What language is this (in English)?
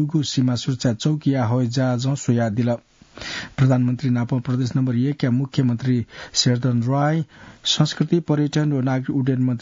Newari